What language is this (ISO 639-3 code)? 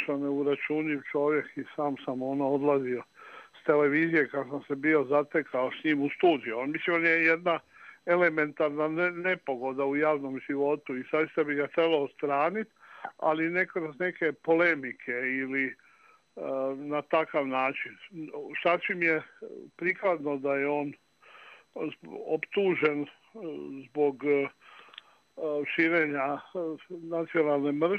hrv